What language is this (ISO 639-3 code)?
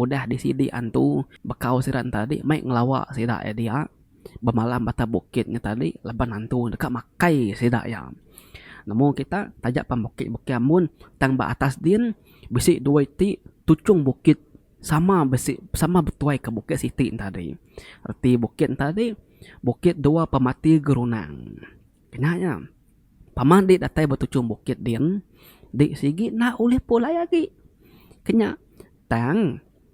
iba